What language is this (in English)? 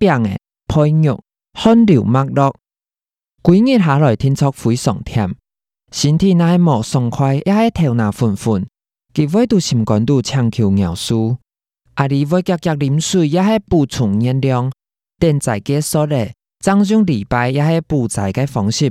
Hakka Chinese